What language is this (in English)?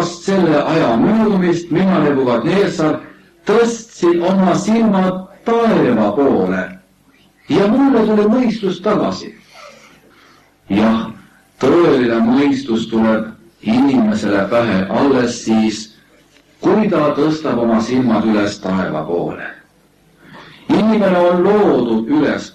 Estonian